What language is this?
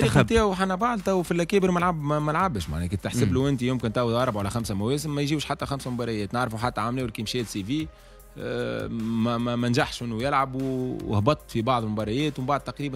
Tunisian Arabic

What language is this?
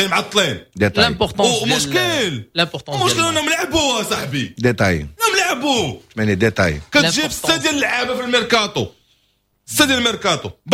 Moroccan Arabic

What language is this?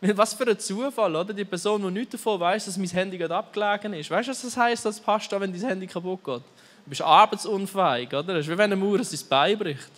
Swiss German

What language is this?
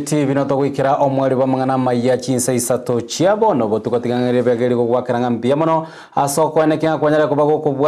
Gusii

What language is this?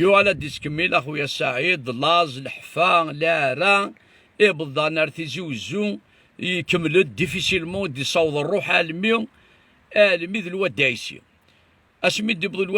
Kabyle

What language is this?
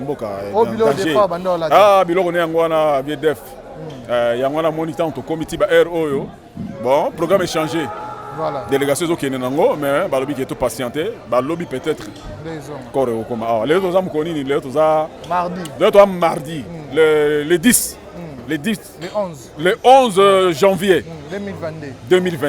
Lingala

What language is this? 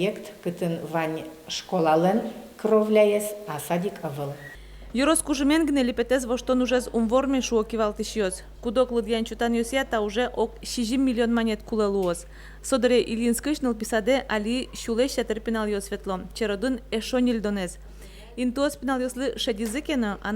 Udmurt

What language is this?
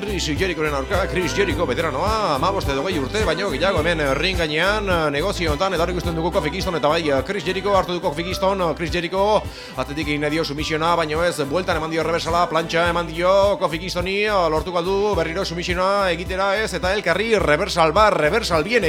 Basque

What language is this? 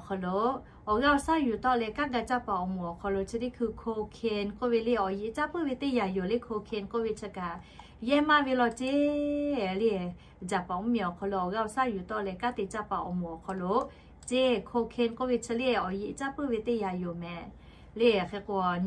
Lahu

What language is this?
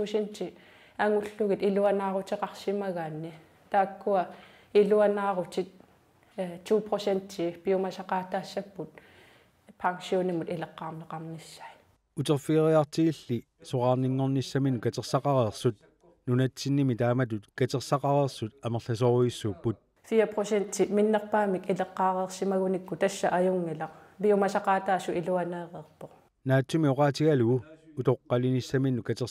Kalaallisut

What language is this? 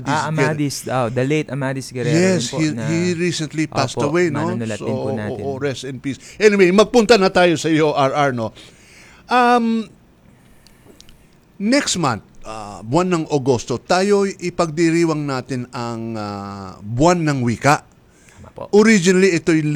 Filipino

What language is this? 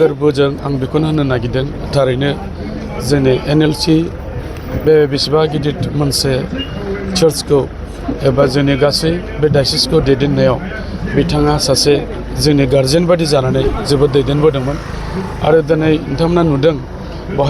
Bodo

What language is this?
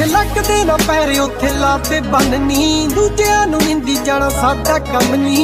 Punjabi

